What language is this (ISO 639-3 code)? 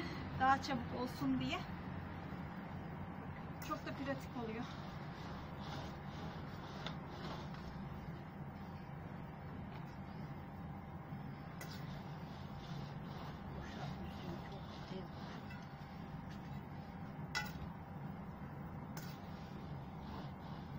tur